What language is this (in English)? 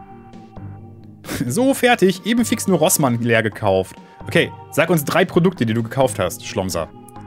German